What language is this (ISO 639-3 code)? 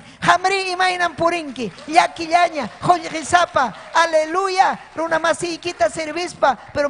quy